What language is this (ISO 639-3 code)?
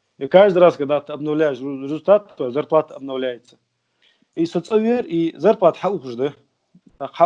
inh